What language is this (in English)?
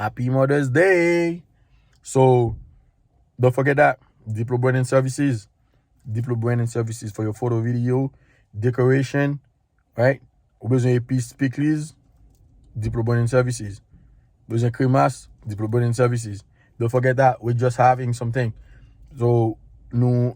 Haitian Creole